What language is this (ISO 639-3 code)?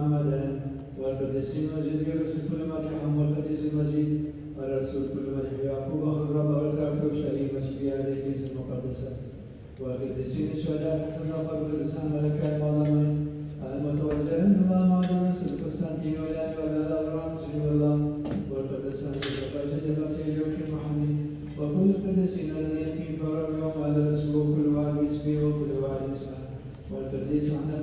ara